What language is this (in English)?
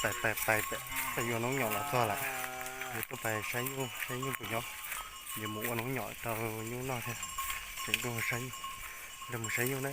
Hmong